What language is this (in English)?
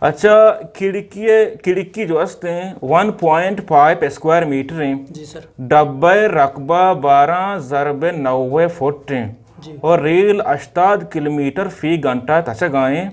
Eastern Balochi